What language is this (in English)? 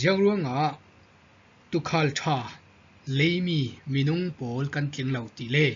Falam Chin